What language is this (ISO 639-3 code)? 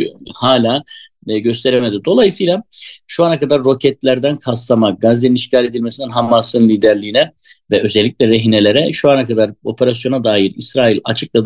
tur